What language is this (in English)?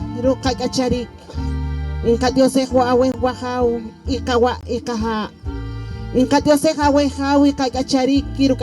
Poqomchi'